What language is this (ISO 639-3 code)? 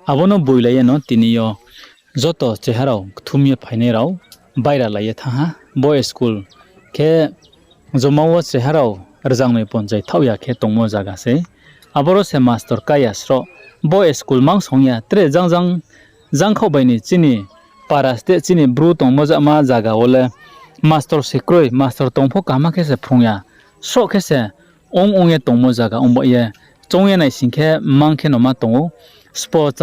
ria